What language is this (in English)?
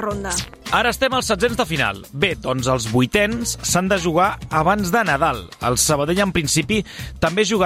Catalan